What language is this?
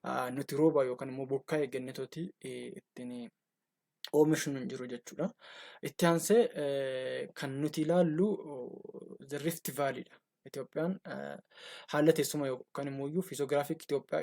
Oromo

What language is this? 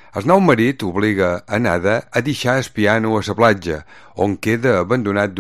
Catalan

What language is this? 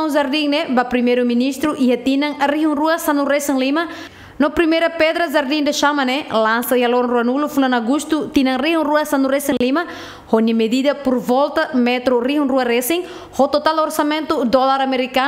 Tetum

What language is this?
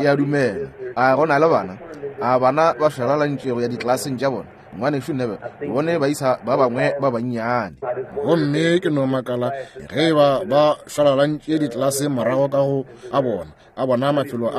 Northern Sotho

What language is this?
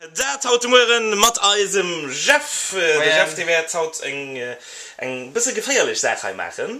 Luxembourgish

